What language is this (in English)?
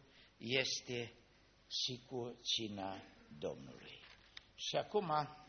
Romanian